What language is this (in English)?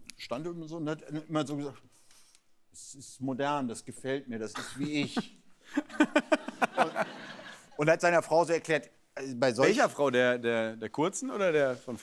German